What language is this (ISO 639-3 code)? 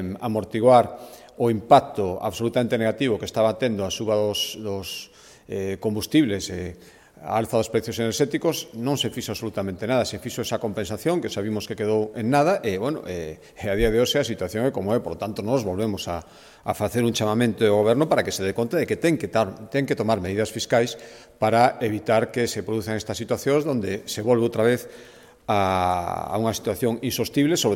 glg